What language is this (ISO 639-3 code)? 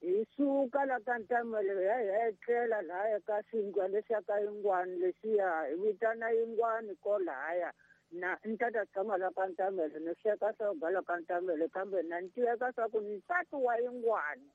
tso